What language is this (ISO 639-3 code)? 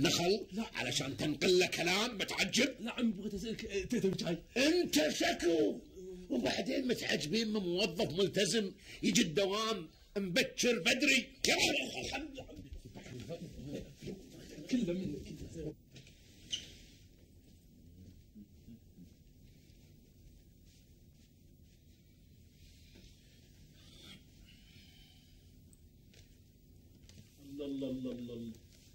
afb